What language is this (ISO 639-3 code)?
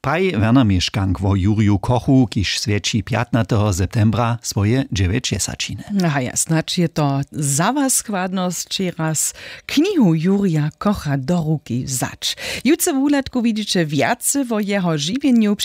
hsb